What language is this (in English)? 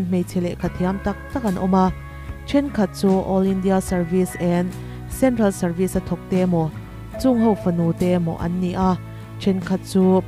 Mizo